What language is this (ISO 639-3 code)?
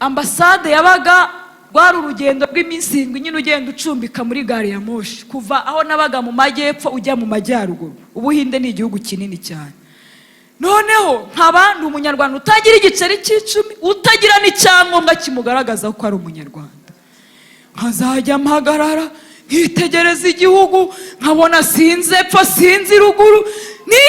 kin